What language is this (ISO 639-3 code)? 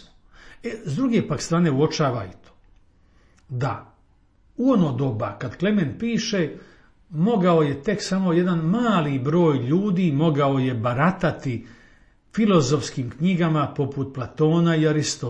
hrv